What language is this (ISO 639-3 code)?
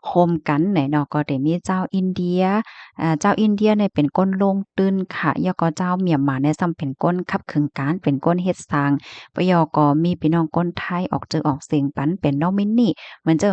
shn